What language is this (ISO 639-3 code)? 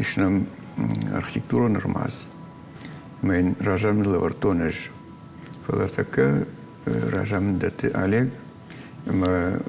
oss